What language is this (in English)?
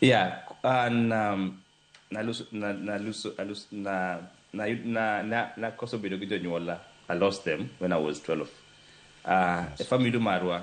Luo (Kenya and Tanzania)